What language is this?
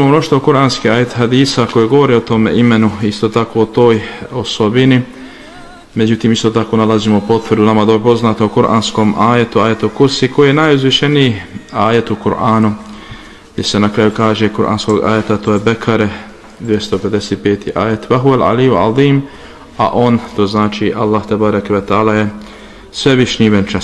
Bosnian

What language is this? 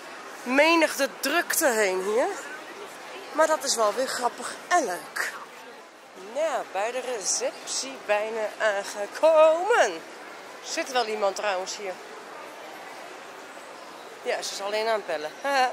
Dutch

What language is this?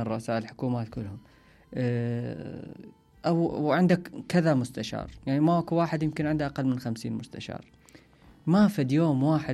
Mesopotamian Arabic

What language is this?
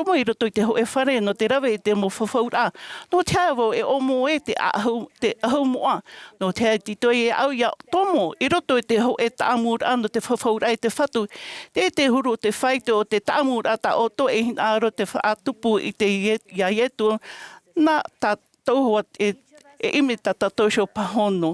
Tahitian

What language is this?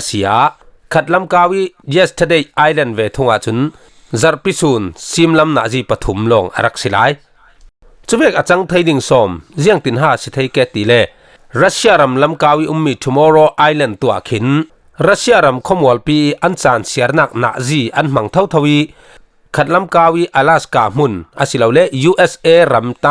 Falam Chin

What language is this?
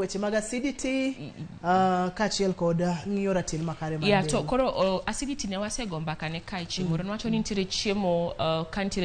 Luo (Kenya and Tanzania)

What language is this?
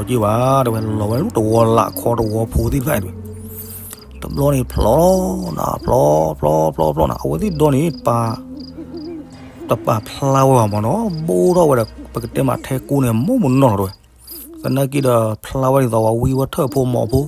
S'gaw Karen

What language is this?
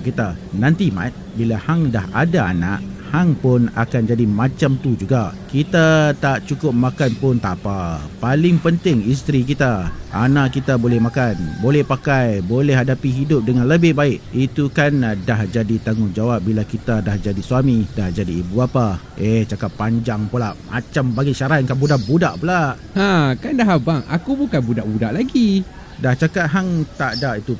Malay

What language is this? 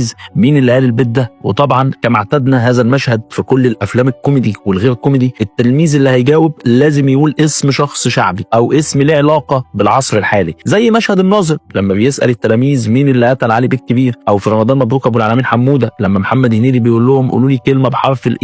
Egyptian Arabic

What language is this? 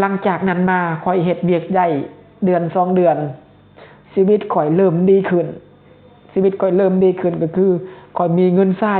Lao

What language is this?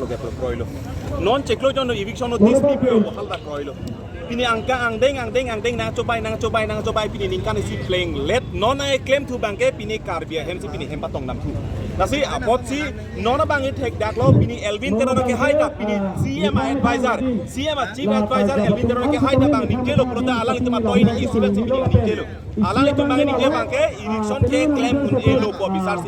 Karbi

